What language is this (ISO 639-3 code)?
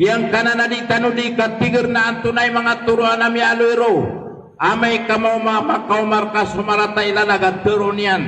mrw